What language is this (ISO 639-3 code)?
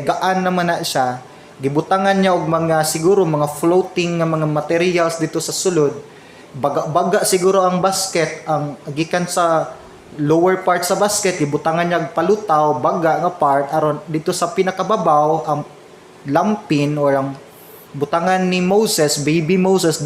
ceb